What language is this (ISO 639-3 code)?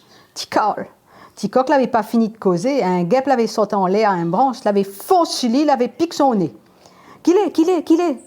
rcf